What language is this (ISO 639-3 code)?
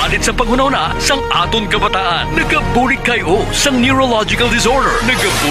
hil